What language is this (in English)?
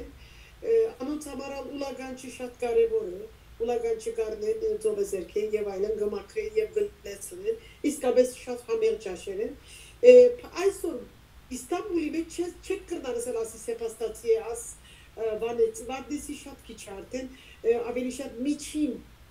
Western Armenian